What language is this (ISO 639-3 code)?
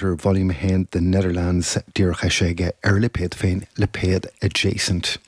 gle